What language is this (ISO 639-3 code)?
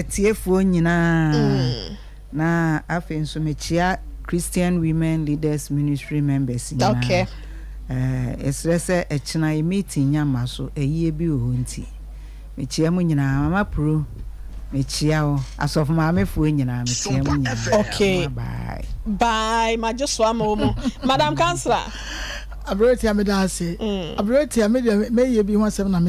aka